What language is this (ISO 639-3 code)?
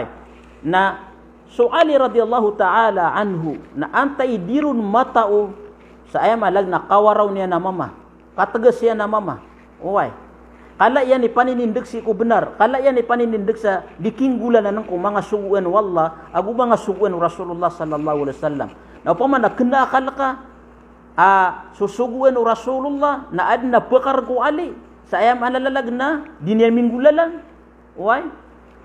mrw